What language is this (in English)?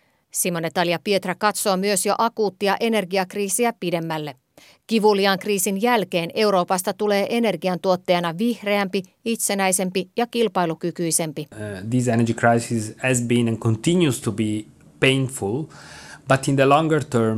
Finnish